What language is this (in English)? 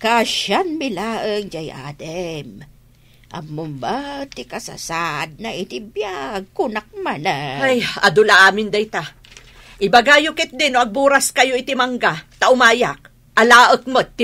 Iloko